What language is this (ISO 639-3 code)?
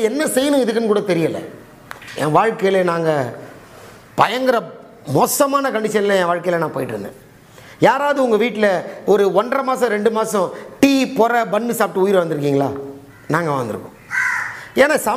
tam